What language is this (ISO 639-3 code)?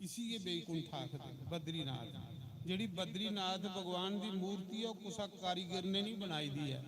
doi